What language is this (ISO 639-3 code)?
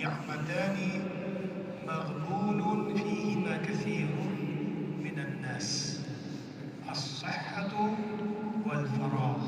kaz